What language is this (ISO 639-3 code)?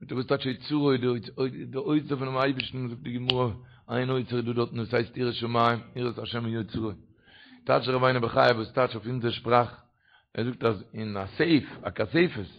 yid